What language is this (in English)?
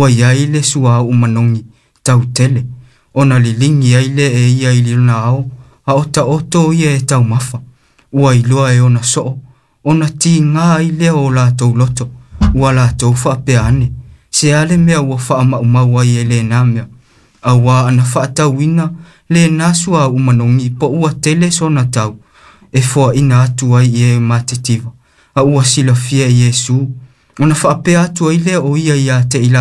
Samoan